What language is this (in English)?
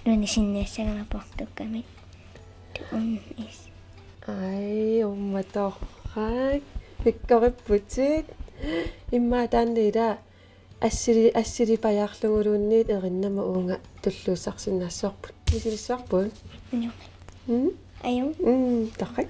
Kalaallisut